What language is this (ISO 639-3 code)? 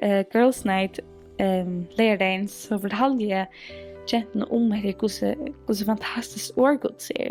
fao